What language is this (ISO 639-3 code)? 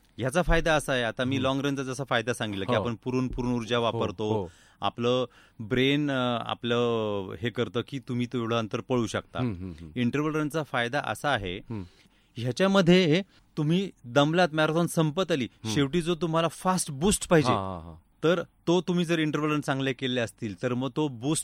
mar